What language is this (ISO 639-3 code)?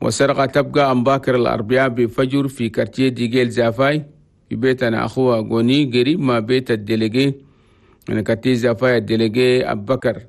shu